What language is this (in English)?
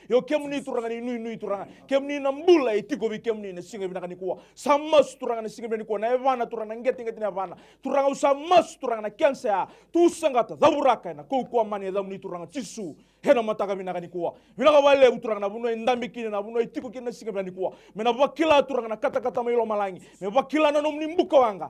Fijian